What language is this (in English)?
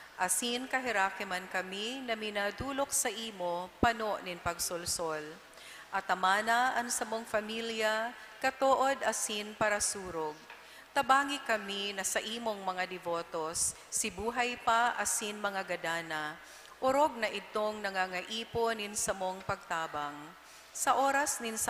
Bikol